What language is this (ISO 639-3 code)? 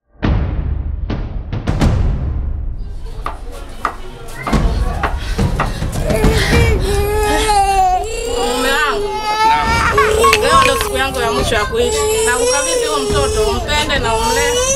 swa